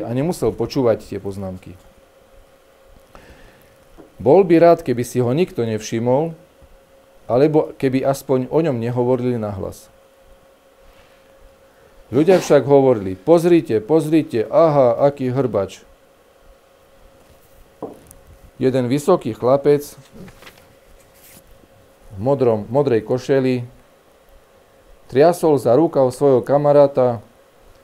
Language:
Slovak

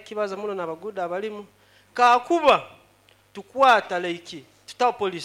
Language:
Nyoro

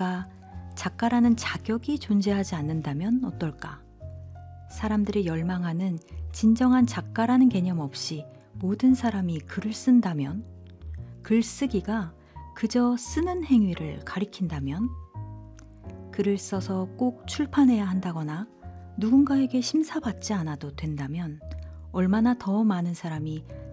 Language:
Korean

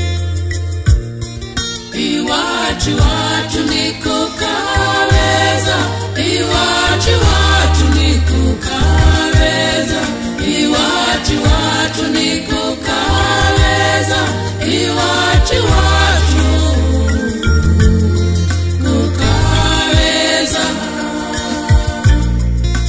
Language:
Kinyarwanda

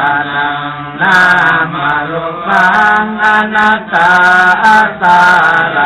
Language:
Pali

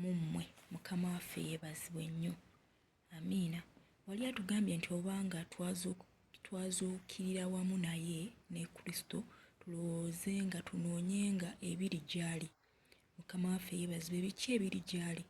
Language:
Ganda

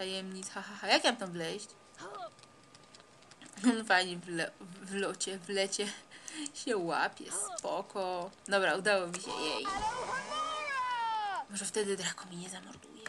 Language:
Polish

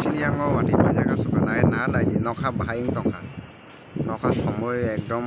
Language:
Kok Borok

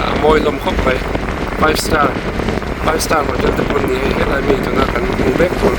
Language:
Mizo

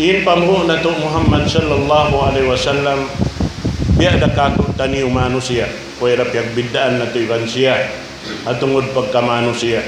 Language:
Tausug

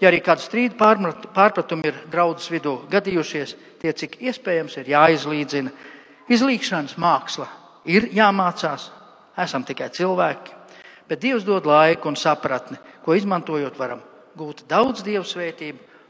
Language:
Latvian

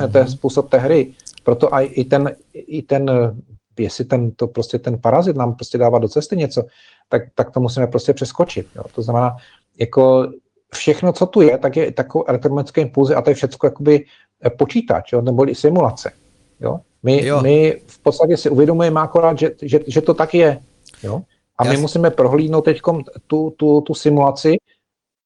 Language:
Czech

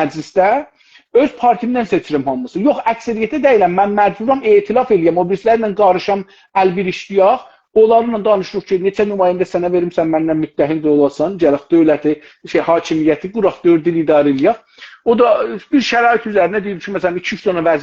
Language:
South Azerbaijani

